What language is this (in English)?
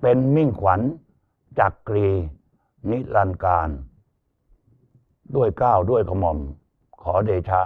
Lao